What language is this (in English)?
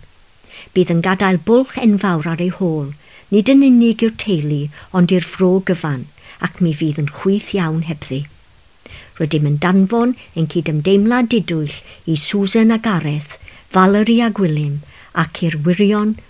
Welsh